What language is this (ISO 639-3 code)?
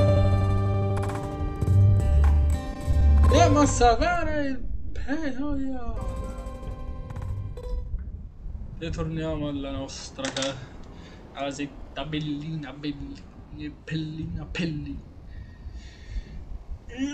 ita